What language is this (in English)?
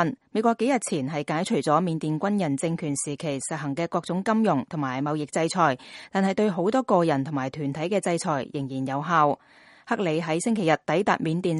Cantonese